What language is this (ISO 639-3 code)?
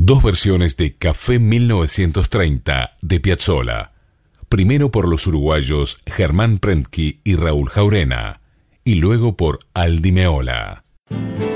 spa